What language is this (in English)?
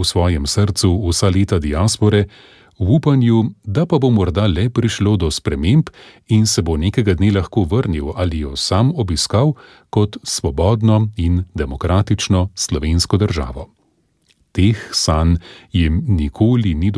Slovenian